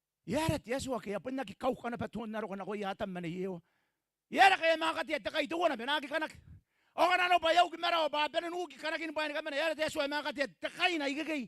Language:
Gilbertese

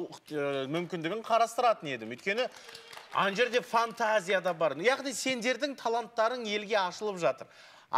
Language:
Kazakh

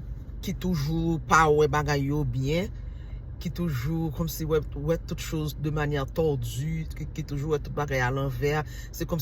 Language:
Haitian Creole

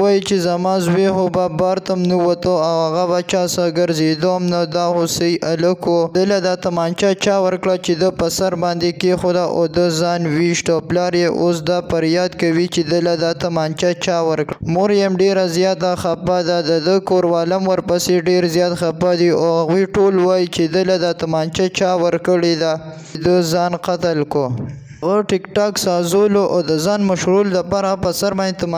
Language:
Pashto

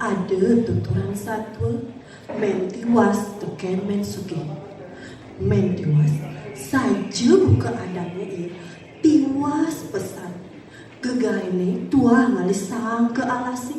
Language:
Balinese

